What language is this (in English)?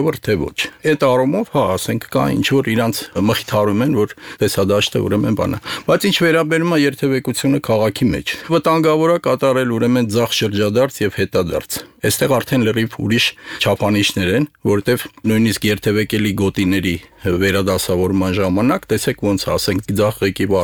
Armenian